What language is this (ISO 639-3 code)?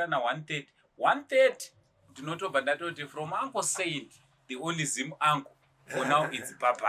sna